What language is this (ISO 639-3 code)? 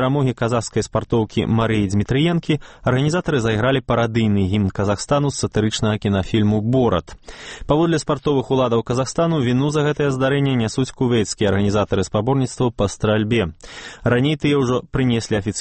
bel